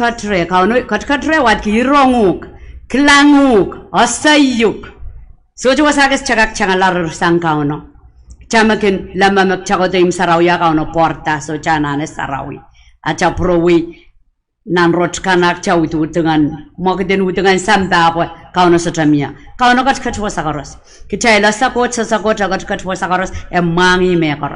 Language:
Pohnpeian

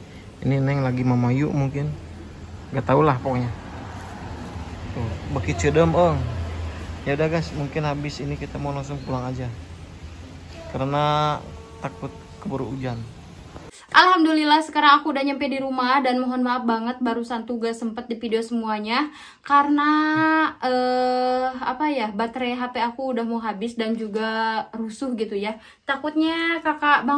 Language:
Indonesian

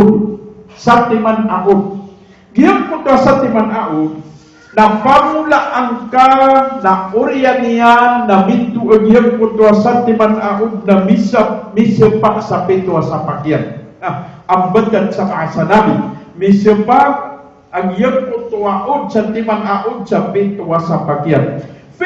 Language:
Maranao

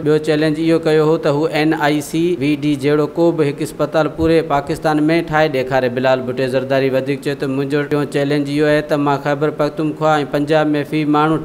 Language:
Sindhi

